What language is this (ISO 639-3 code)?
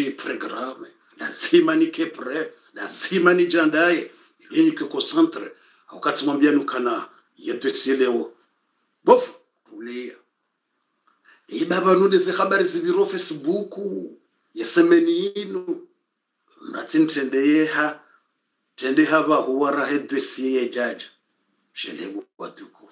swa